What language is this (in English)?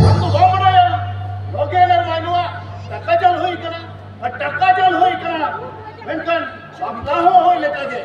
Santali